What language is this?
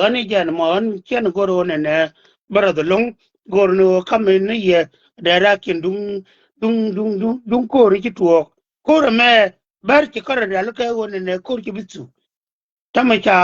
Nuer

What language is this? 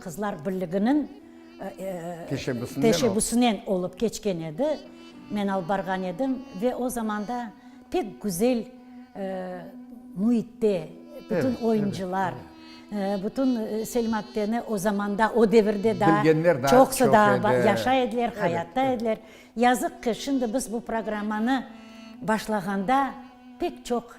Crimean Tatar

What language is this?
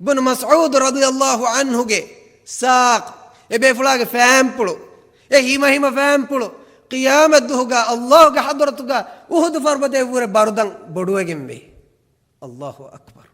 Divehi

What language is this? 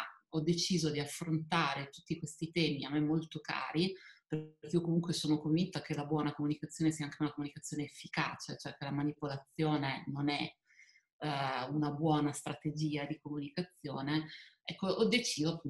Italian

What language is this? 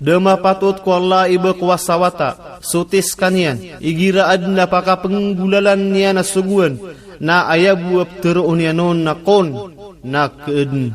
Maranao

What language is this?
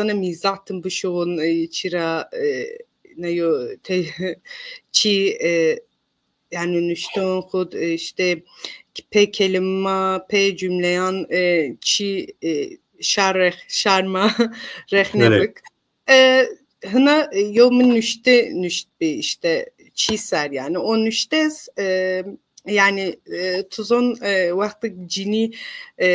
Zaza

